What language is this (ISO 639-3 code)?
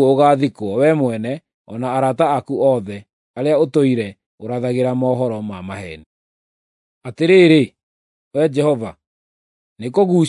kik